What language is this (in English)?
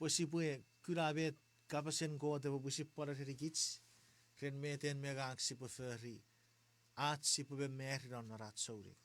Chuukese